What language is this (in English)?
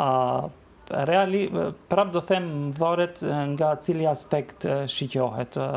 Albanian